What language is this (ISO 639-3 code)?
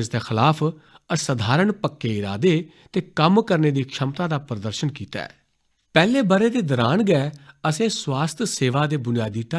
doi